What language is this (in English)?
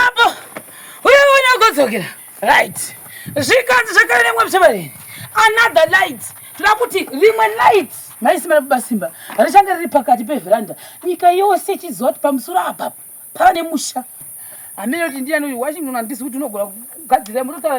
Shona